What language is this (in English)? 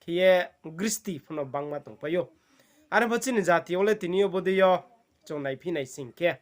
Riang (India)